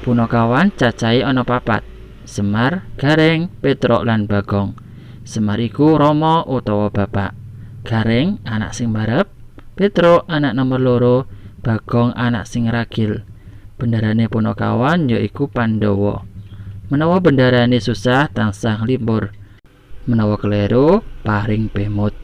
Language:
Javanese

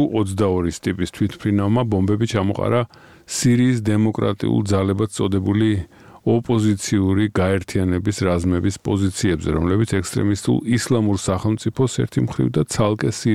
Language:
Georgian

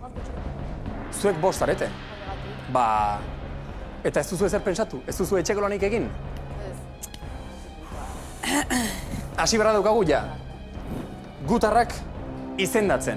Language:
Basque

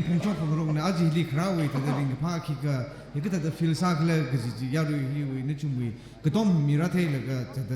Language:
Tangkhul Naga (India)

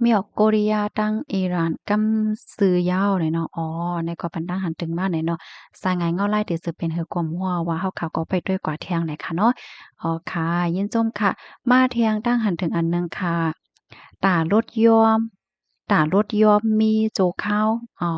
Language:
Shan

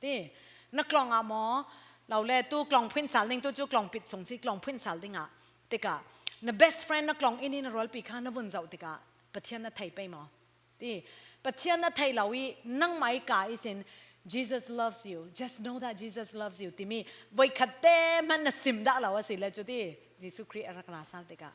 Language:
Falam Chin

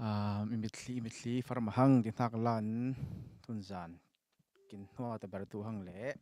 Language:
Falam Chin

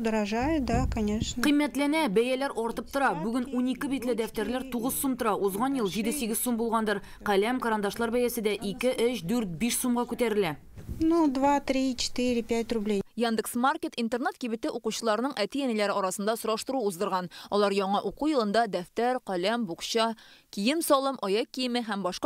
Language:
Tatar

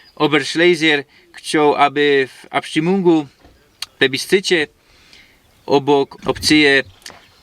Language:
Silesian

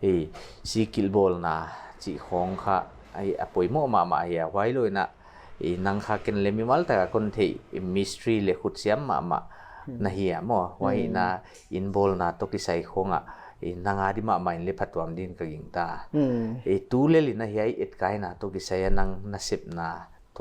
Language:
Paite Chin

